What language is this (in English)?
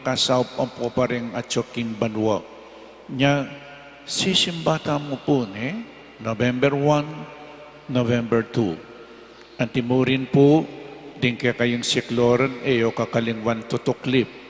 Pampanga